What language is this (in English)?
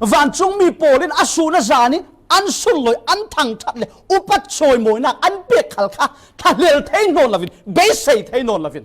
Falam Chin